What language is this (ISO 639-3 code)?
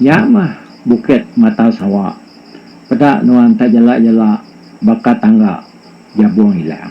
iba